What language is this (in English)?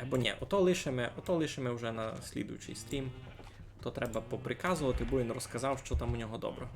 Rusyn